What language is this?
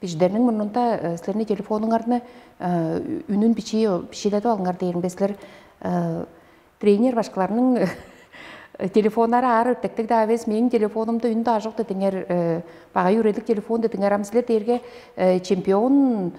Tuvinian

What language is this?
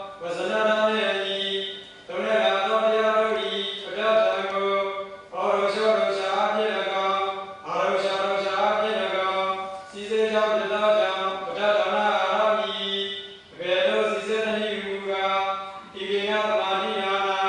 Burmese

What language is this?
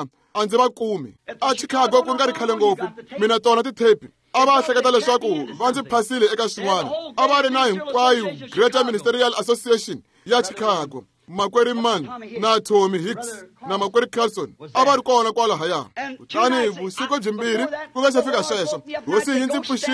Tsonga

